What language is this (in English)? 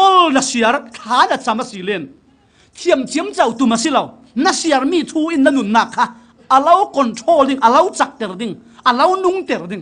Falam Chin